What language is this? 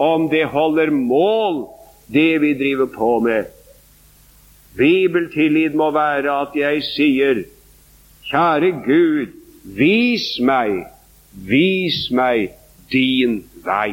Norwegian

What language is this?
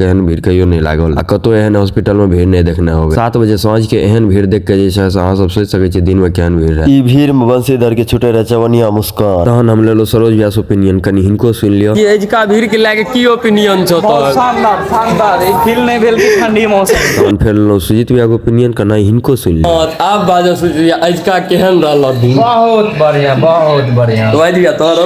Maithili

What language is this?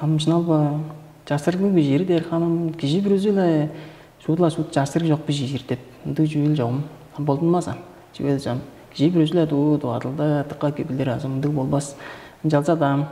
Tuvinian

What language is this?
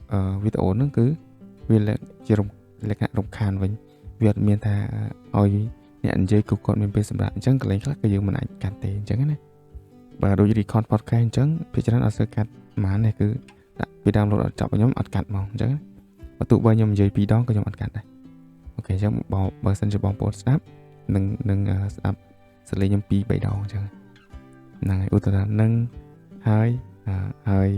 Khmer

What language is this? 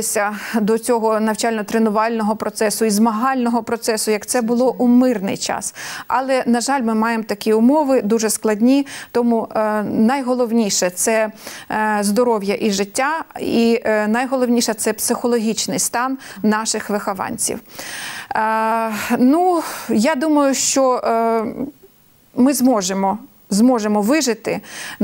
Ukrainian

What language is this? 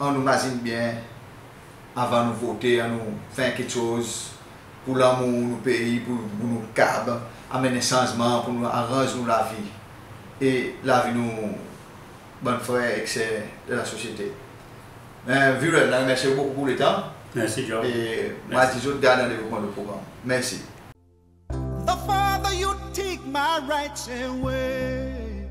Seselwa Creole French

